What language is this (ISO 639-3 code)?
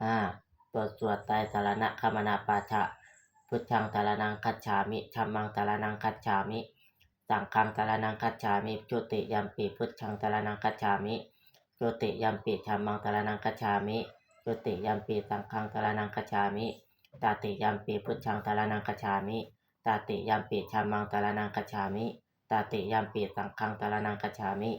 pli